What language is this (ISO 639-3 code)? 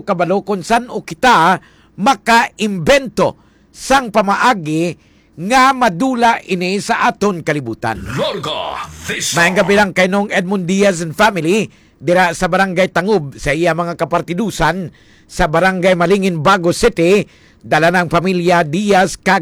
hil